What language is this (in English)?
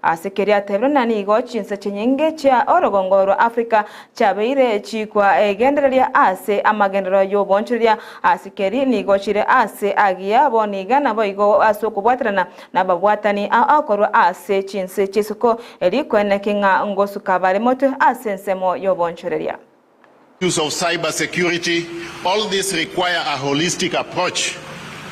Gusii